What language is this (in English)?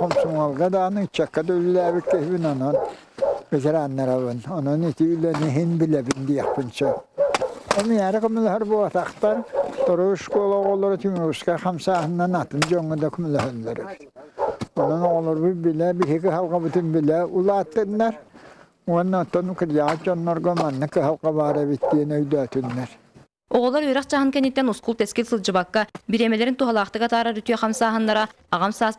Yakut